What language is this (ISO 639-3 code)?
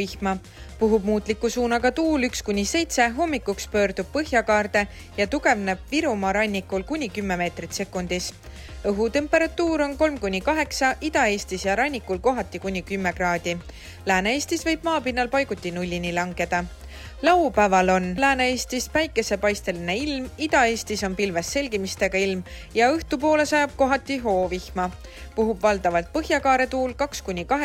est